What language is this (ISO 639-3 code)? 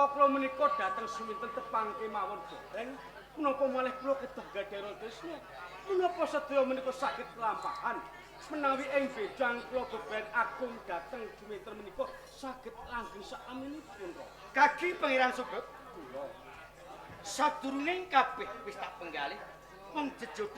jav